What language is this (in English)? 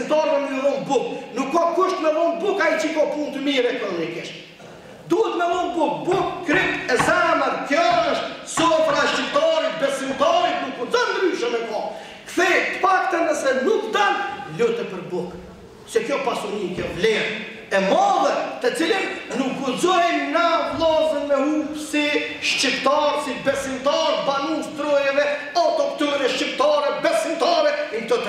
Albanian